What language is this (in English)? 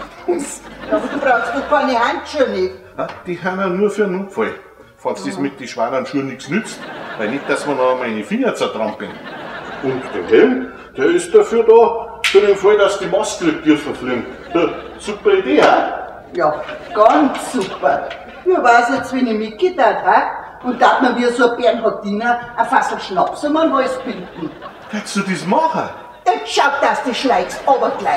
Bavarian